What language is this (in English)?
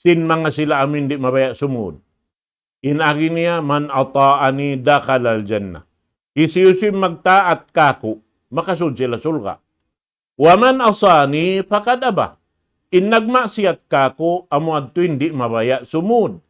Tausug